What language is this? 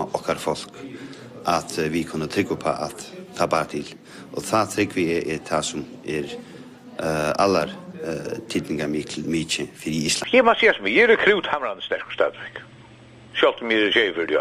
Faroese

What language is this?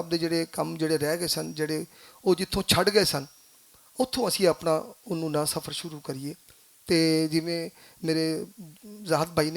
Western Panjabi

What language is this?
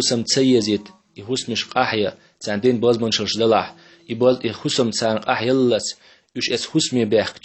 Chechen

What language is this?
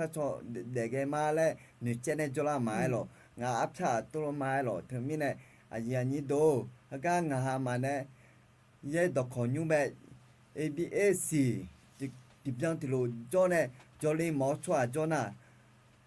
Akha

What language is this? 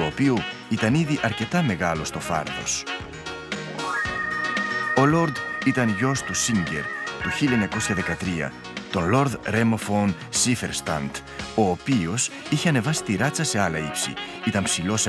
Greek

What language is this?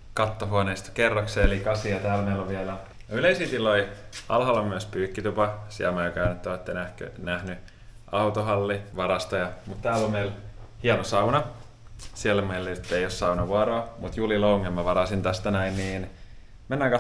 Finnish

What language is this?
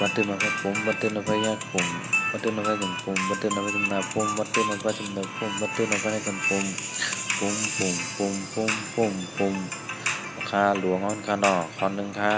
Shan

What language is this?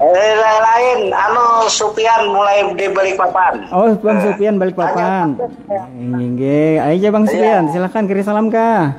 Banjar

